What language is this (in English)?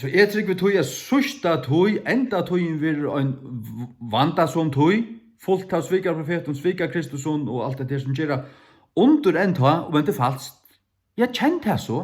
Faroese